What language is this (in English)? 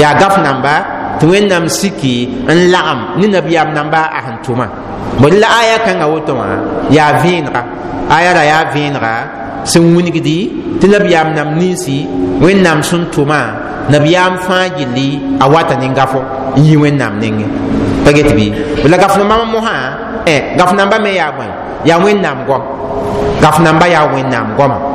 Mossi